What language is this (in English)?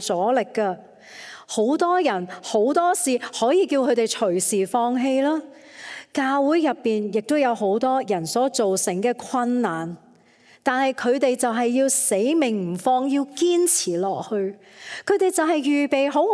Cantonese